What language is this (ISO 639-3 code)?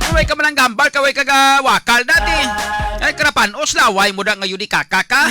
hil